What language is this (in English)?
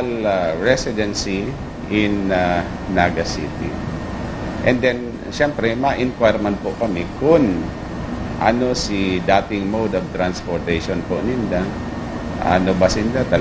Bikol